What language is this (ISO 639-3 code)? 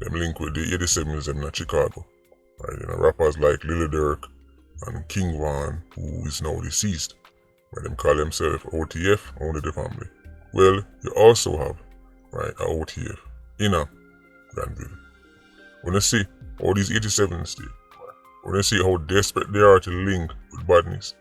jam